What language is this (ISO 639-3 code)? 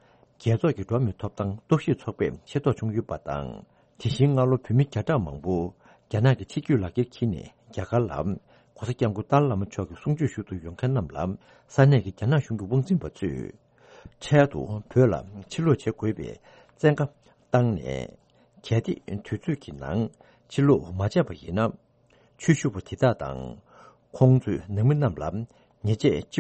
bod